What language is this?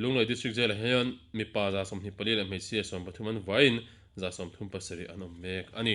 Mizo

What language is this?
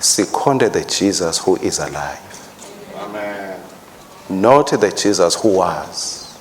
Swati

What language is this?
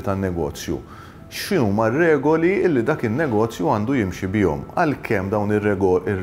Maltese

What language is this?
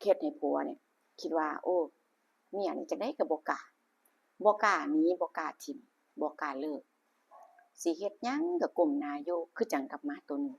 Northeastern Thai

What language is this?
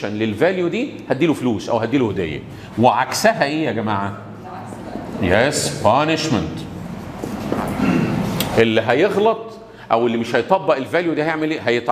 Egyptian Arabic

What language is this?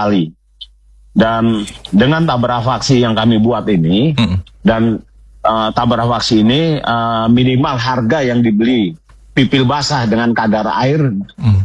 Indonesian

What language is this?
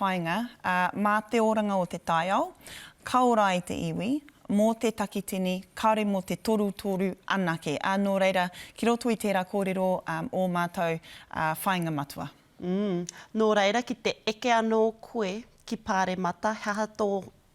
Māori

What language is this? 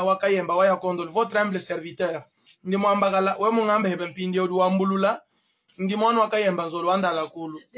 Luba-Lulua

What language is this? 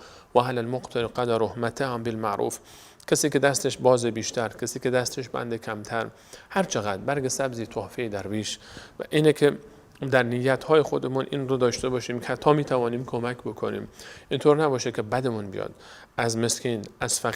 Persian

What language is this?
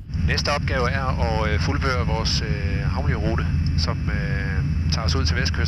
Danish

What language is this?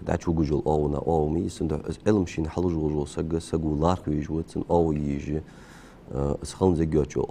Ingush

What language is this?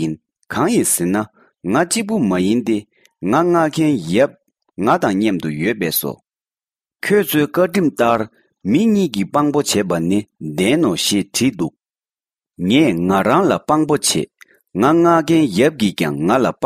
Tibetan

